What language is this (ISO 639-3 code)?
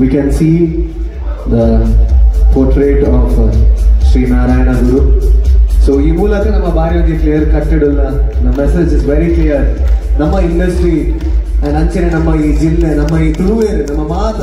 tcy